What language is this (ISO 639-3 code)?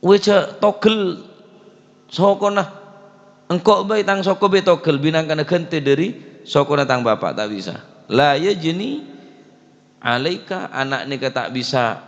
mad